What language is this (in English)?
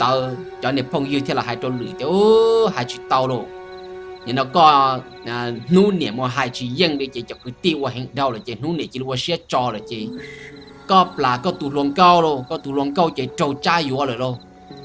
Hmong